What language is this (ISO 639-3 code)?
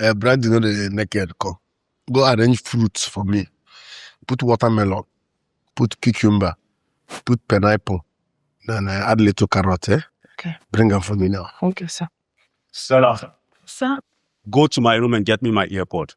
pcm